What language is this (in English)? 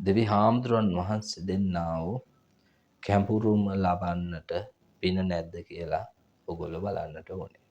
Sinhala